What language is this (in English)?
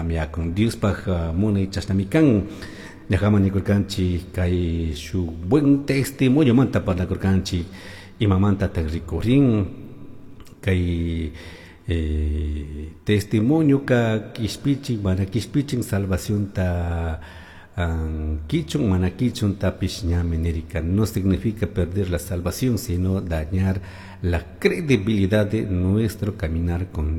Chimborazo Highland Quichua